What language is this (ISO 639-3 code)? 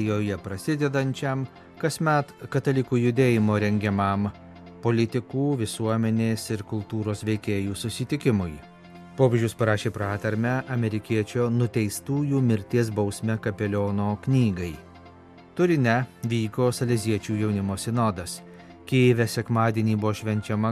lit